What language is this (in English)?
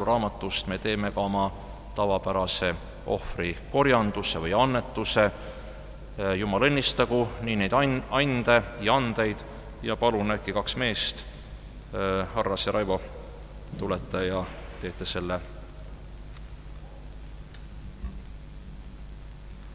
Estonian